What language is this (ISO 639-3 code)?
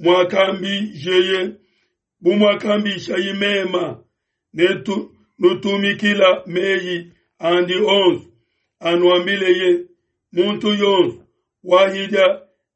lua